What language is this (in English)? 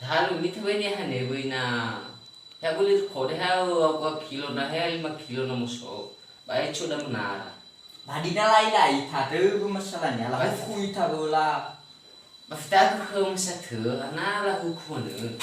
Nias